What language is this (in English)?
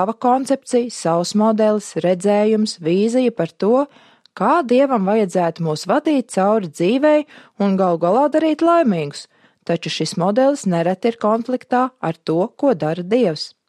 Latvian